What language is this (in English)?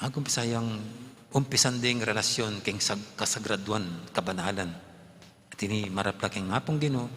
Pampanga